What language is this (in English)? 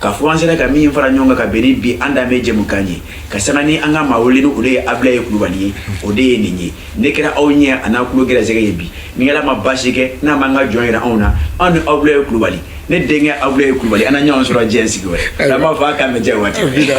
Bambara